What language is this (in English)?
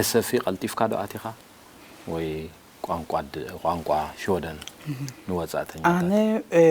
Tigrinya